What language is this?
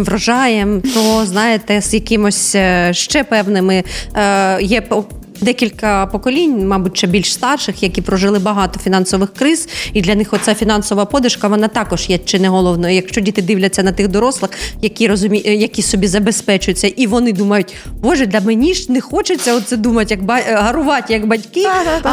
Ukrainian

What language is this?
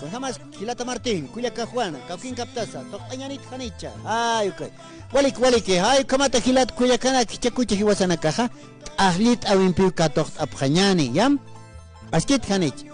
Aymara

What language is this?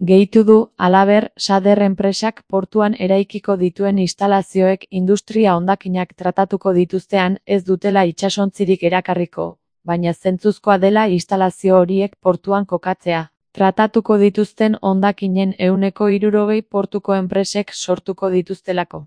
Basque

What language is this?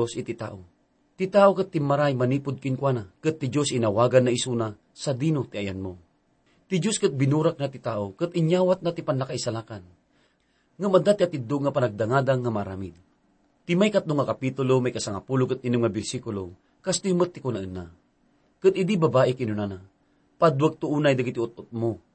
Iloko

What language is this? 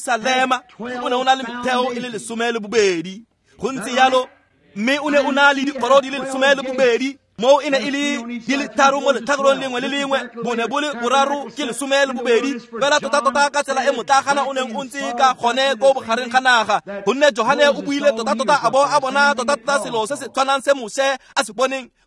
Tswana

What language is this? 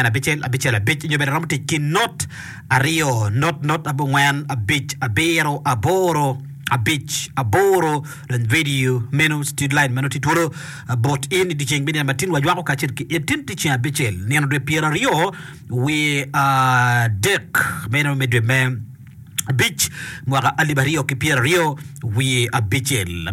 Acoli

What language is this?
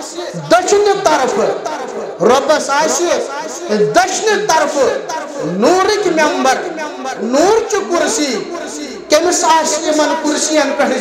Kashmiri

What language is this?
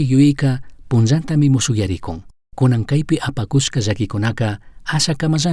Chimborazo Highland Quichua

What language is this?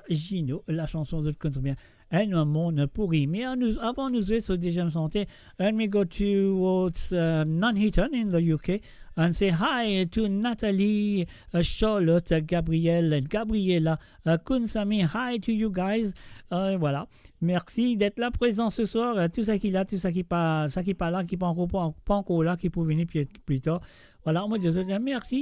Morisyen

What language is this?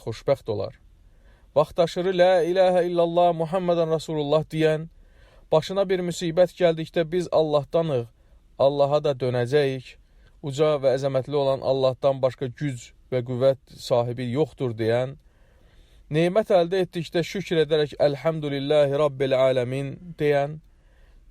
Azerbaijani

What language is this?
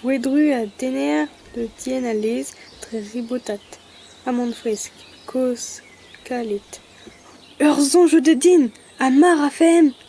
Breton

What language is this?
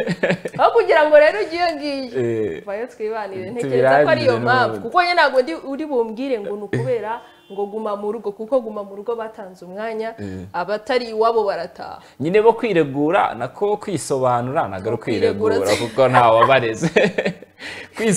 Kinyarwanda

